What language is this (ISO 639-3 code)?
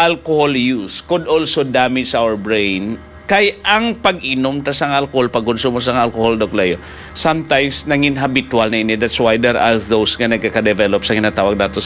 hil